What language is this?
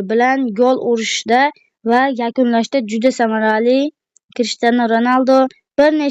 Uzbek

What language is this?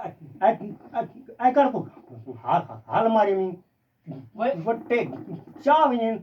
Saraiki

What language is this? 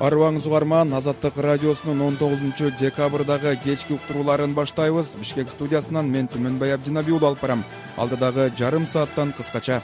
Kyrgyz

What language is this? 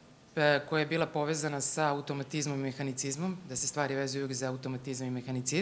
Serbian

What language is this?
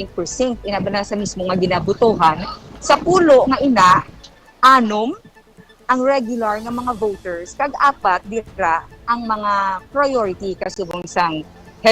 Hiligaynon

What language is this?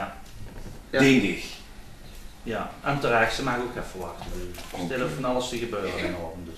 Limburgish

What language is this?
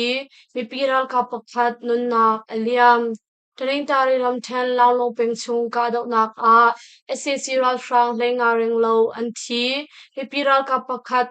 Hakha Chin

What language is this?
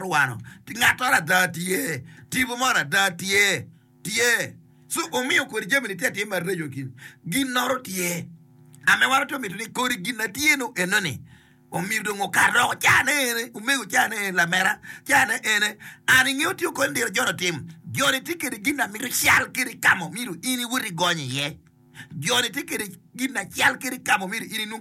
Acoli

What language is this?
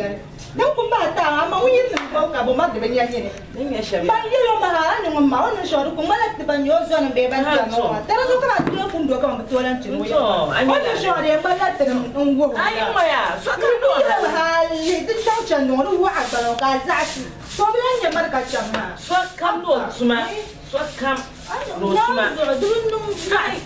Dagbani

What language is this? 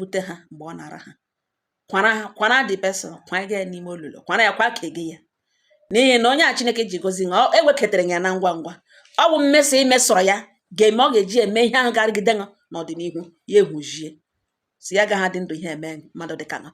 Igbo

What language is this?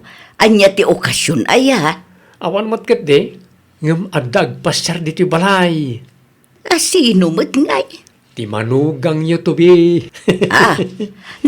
Iloko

